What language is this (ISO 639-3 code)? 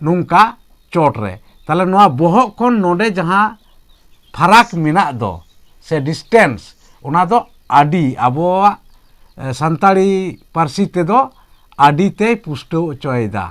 sat